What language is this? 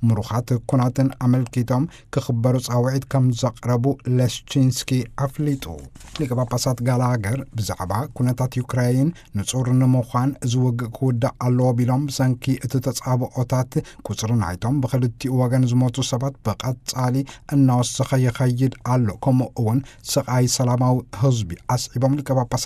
Tigrinya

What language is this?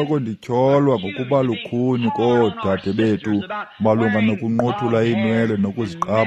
Xhosa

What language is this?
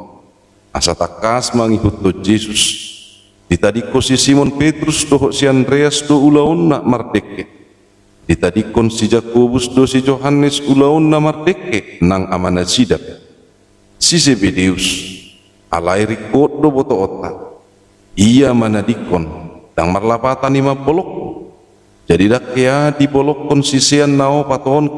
Batak Toba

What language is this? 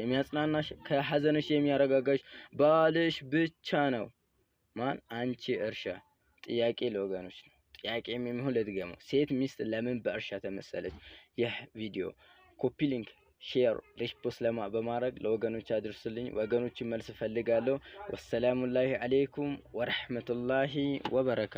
Amharic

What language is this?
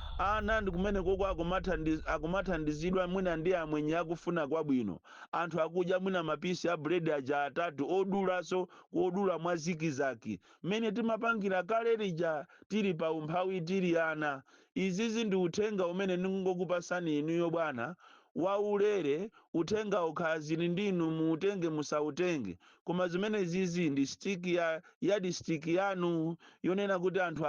Nyanja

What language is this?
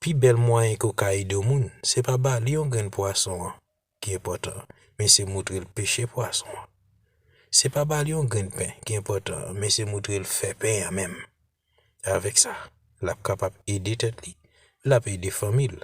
Haitian Creole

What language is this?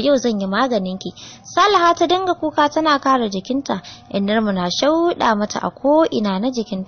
Hausa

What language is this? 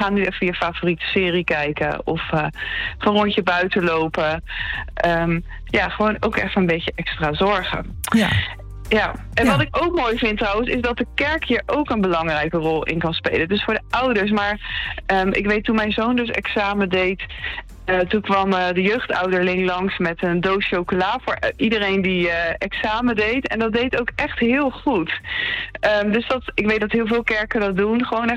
Dutch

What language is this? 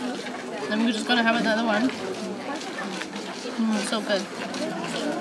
English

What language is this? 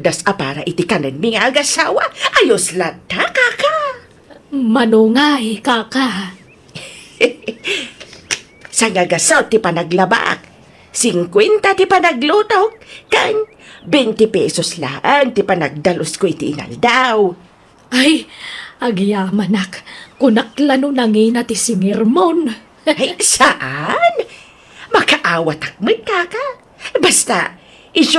Iloko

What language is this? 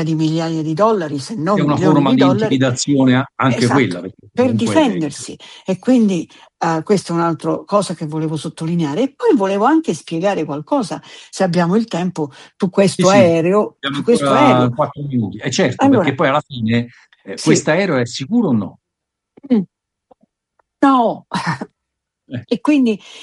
Italian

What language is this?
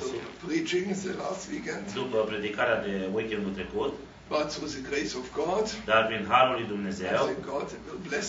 Romanian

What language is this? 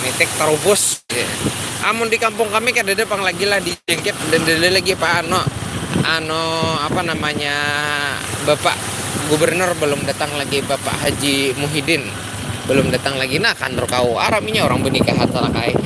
Banjar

